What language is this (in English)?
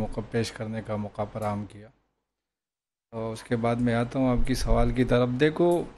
Urdu